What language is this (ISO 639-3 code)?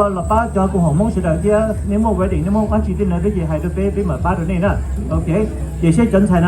hmn